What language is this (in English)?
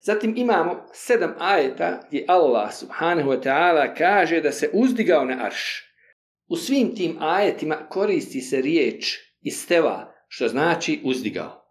Bosnian